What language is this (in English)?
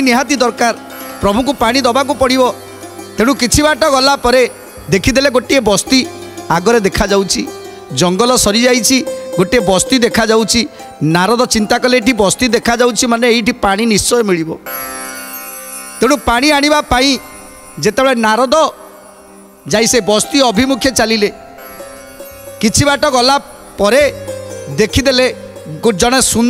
Odia